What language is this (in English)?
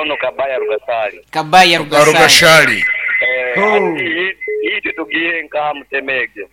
Nyankole